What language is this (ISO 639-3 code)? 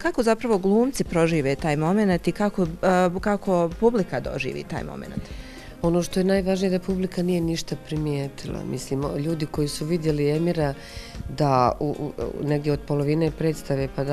bos